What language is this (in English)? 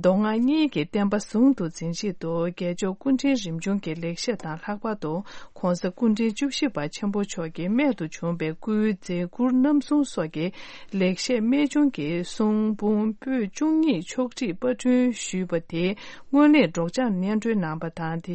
Tibetan